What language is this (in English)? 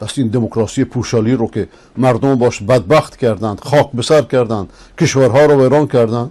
Persian